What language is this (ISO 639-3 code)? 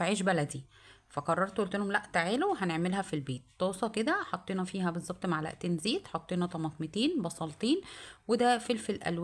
arz